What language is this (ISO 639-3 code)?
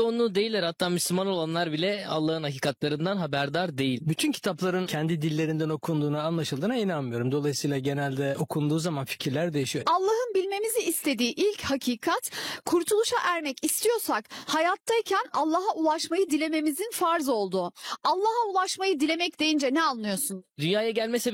tur